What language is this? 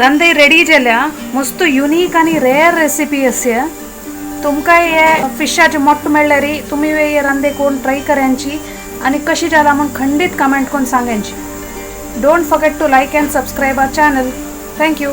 Konkani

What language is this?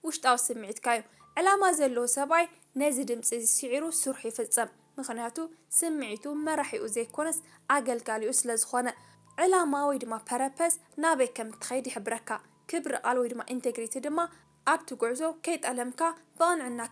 Tigrinya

